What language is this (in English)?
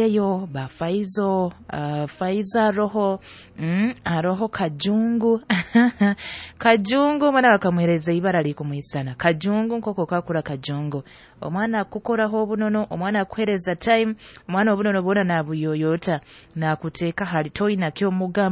Nyoro